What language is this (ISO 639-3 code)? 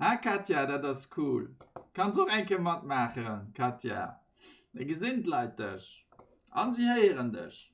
ltz